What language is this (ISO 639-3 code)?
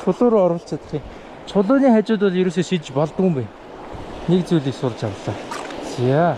mon